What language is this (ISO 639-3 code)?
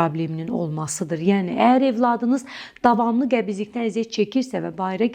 aze